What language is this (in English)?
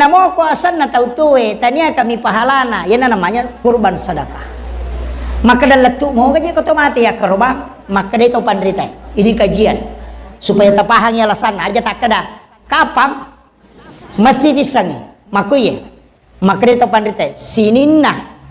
Buginese